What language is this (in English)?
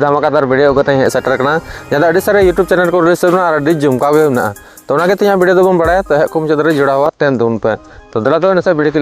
Santali